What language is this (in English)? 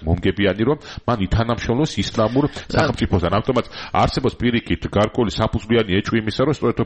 Georgian